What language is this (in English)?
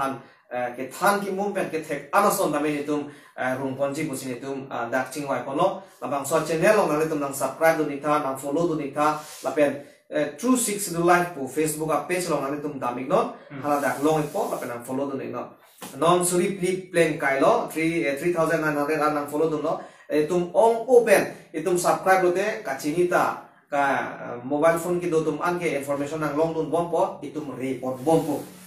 Karbi